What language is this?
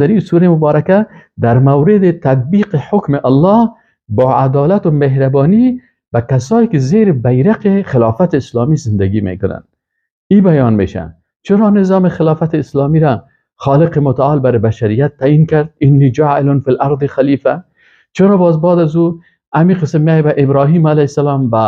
Persian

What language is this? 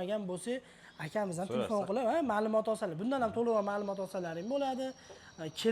Uzbek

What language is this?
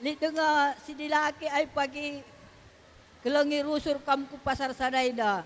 Batak Karo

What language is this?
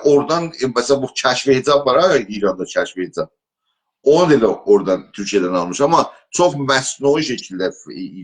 South Azerbaijani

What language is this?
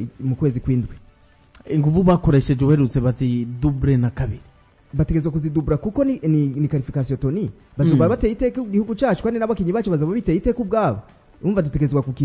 Rundi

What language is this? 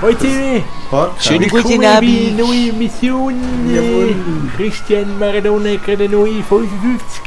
Swiss German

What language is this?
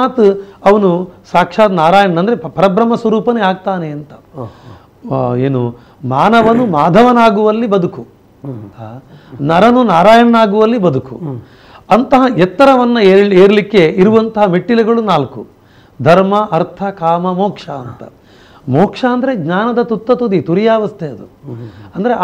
Kannada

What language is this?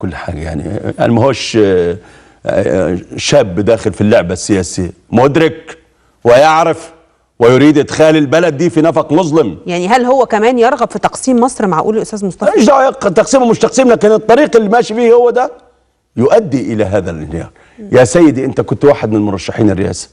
Egyptian Arabic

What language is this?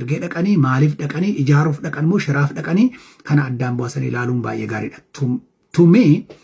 Oromo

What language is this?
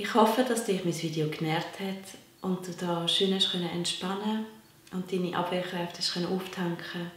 Swiss German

